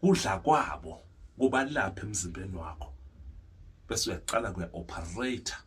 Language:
Zulu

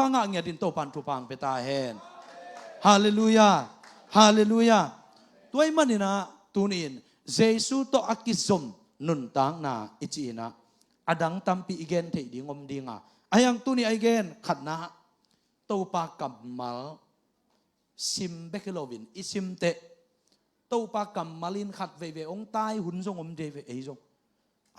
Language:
Tedim Chin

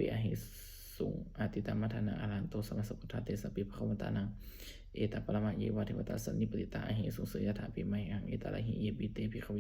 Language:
Pali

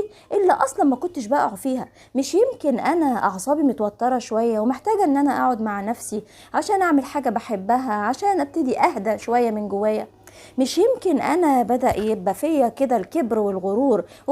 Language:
Egyptian Arabic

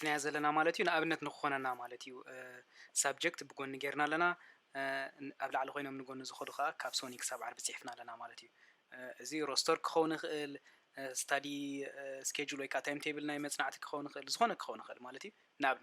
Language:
Tigrinya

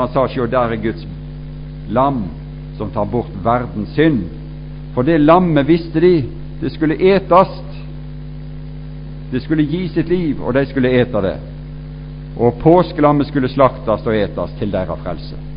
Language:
Norwegian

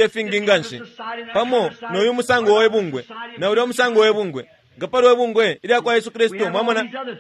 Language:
Bemba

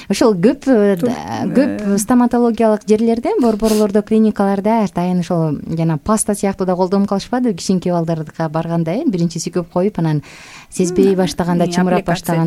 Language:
Kyrgyz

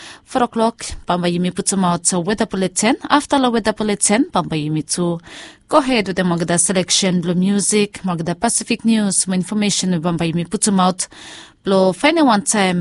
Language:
Bislama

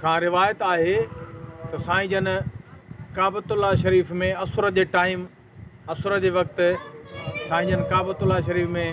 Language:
Sindhi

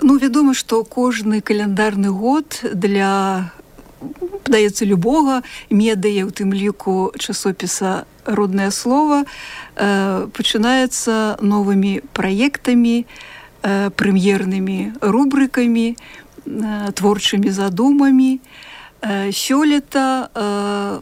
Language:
Belarusian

